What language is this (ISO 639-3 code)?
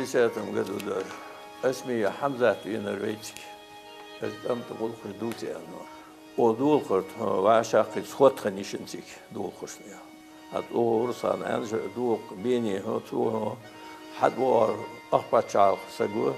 inh